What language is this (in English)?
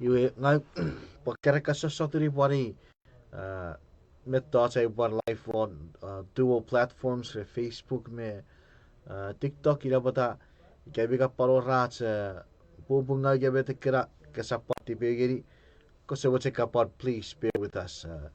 Chuukese